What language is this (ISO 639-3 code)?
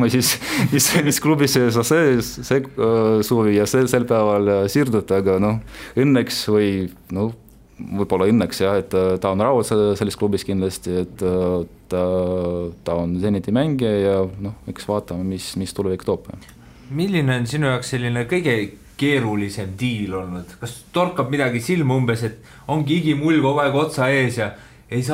est